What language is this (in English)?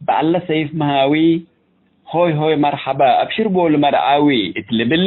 Tigre